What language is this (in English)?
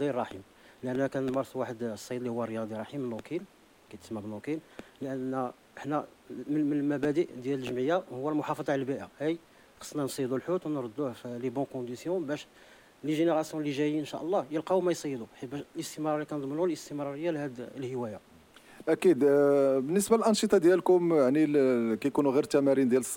Moroccan Arabic